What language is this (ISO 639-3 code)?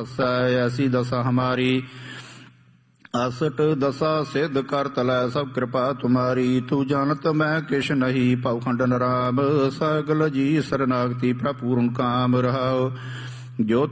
pan